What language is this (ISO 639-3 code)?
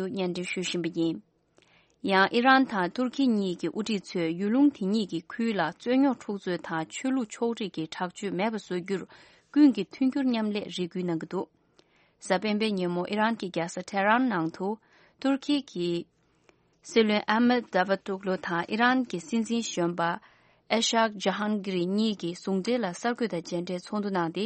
bod